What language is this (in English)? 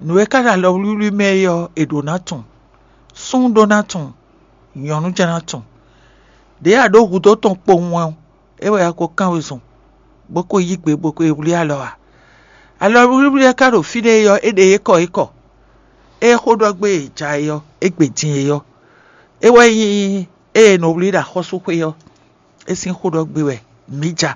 Fon